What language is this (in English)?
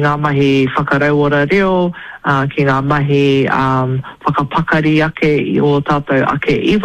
Māori